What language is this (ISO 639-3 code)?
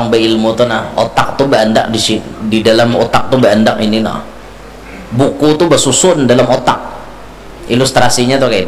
bjn